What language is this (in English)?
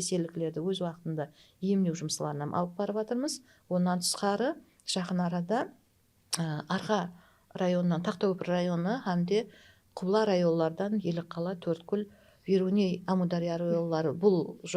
Kara-Kalpak